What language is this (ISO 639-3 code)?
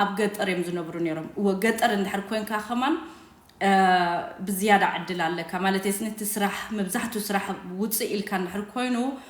tir